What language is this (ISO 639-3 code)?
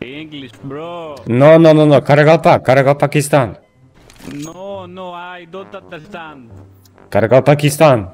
kaa